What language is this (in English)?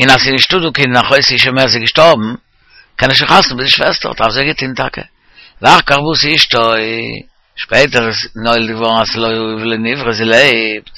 Yiddish